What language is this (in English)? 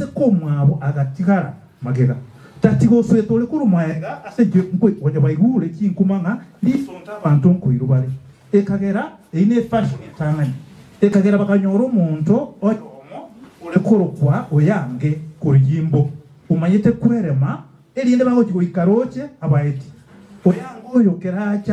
Gusii